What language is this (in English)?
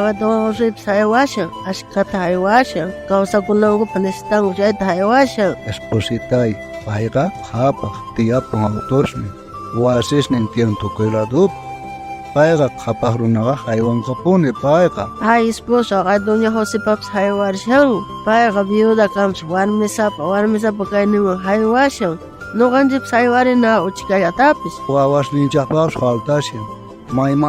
South Bolivian Quechua